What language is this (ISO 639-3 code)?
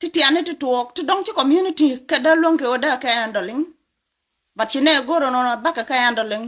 nus